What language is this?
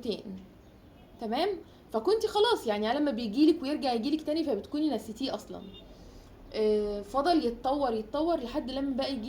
Egyptian Arabic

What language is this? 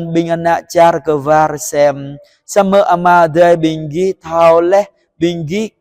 Jarai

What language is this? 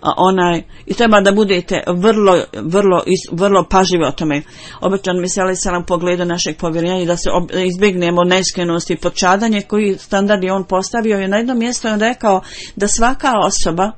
Bosnian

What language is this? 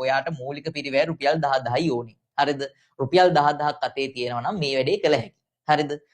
Sinhala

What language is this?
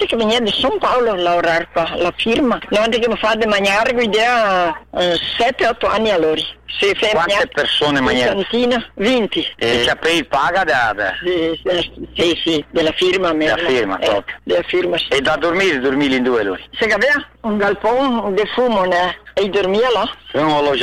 Italian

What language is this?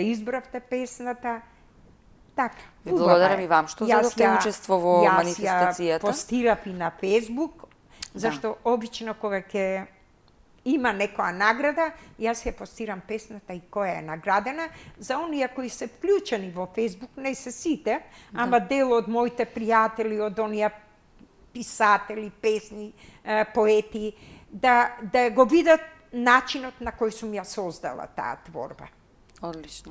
Macedonian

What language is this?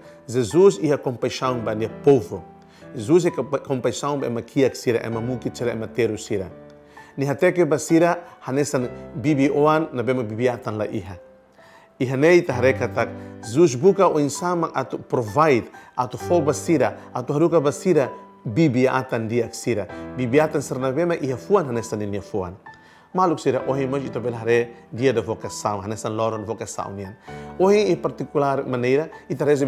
Tetum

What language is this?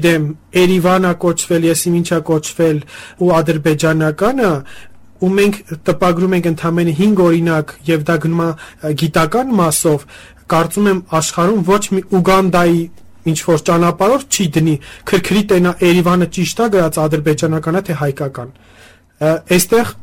Armenian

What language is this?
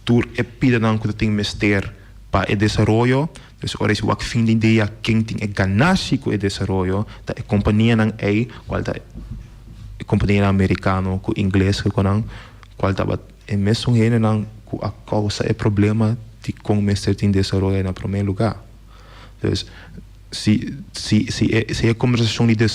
Papiamento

